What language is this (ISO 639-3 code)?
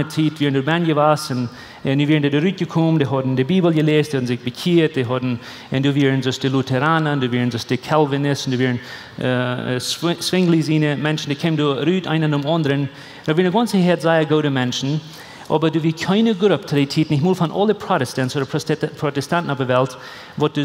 pdt